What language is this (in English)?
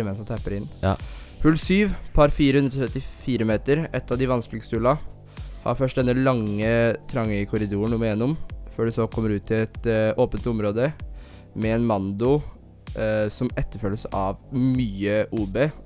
Norwegian